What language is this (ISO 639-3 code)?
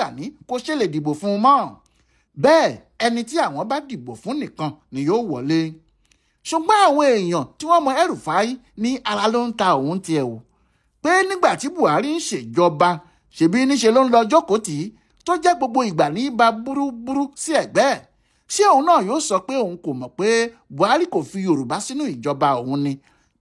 yor